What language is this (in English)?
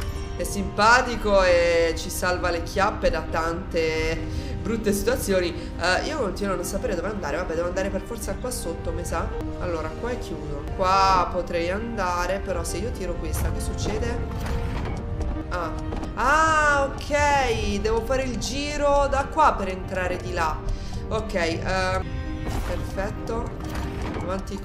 Italian